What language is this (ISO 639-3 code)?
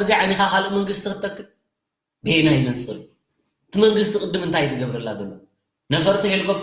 tir